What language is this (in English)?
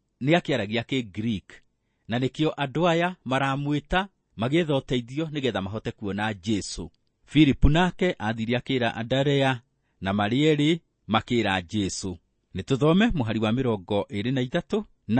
Kikuyu